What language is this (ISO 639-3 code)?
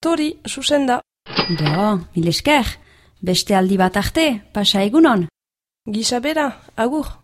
eus